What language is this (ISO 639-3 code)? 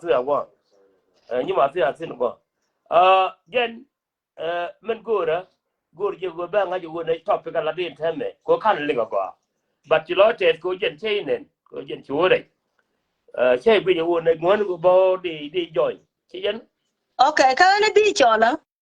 nus